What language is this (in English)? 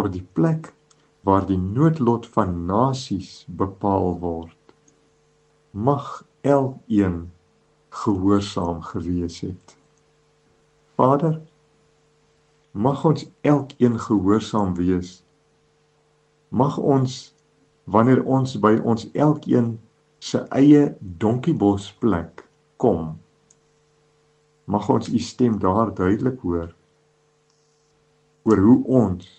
Afrikaans